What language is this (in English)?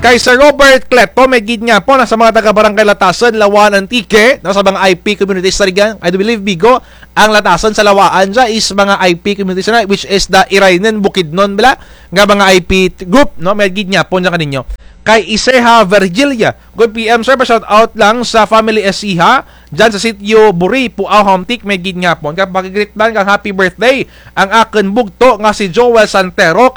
Kinaray-a